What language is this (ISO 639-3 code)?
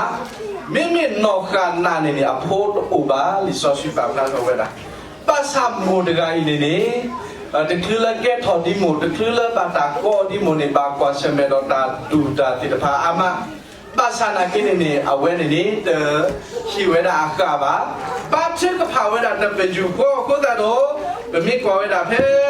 ksw